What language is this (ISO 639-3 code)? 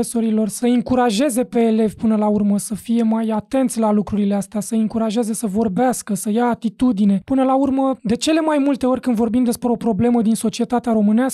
ron